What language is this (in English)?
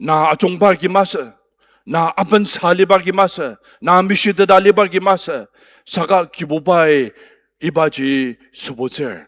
Ao Naga